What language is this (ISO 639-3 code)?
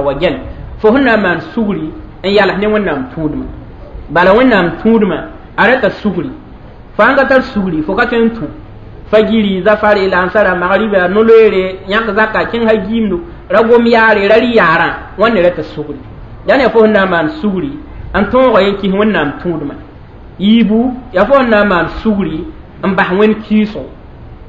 mos